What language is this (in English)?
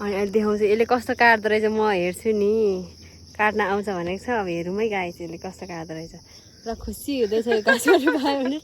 Nepali